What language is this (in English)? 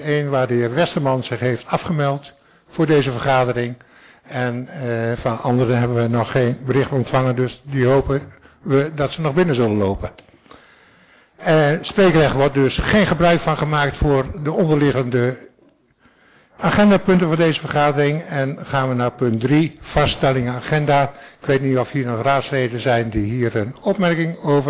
Dutch